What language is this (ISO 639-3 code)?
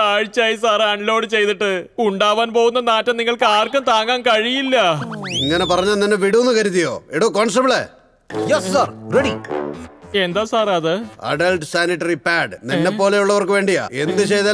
mal